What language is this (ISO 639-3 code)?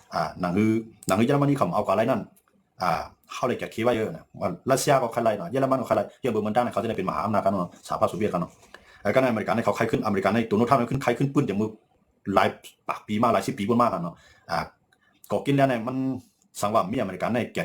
shn